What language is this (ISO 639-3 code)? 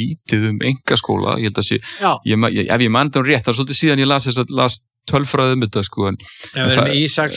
isl